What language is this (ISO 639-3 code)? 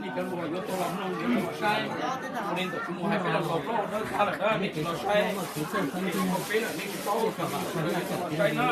hmn